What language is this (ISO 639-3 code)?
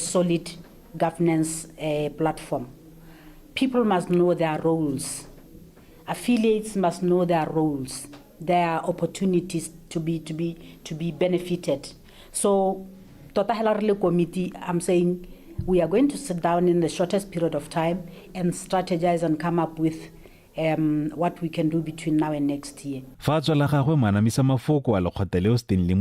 tsn